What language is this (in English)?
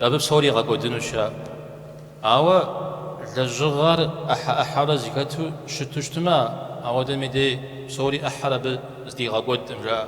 Kabardian